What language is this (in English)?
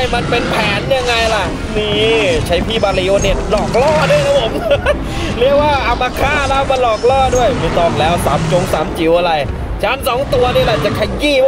Thai